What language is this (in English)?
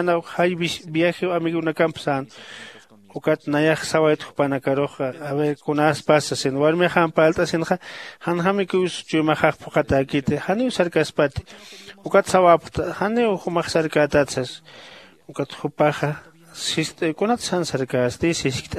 Aymara